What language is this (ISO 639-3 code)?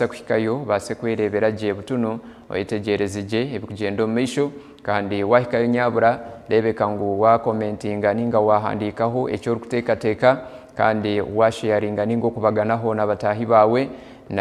nyn